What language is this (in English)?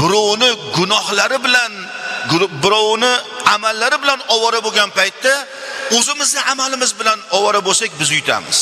Uzbek